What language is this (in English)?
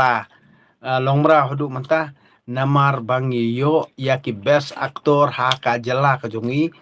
Khasi